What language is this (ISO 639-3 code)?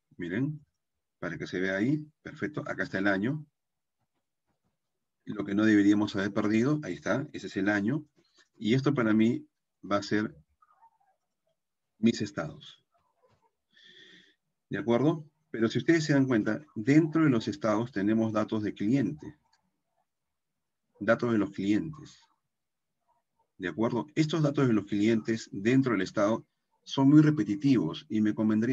spa